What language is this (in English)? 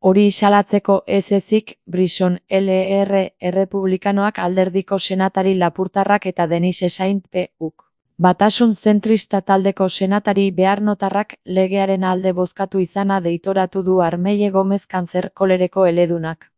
Basque